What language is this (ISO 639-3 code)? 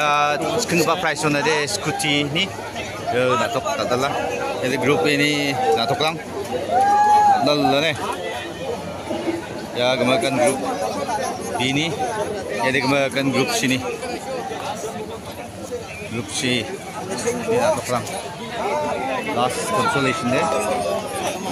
grt